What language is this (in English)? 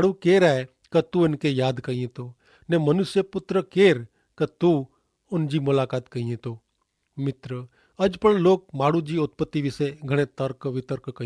Kachhi